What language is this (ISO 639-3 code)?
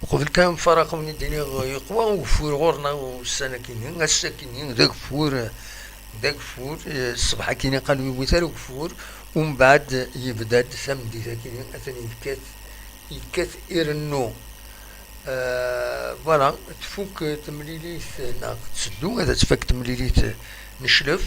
kab